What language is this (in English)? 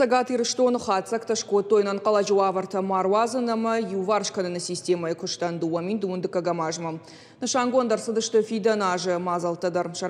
Ossetic